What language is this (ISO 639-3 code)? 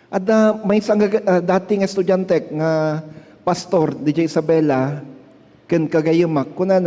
ilo